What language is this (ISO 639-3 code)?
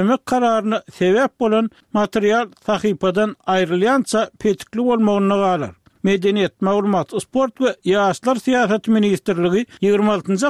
tuk